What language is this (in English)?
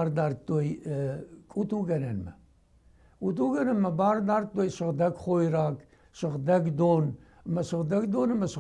Ossetic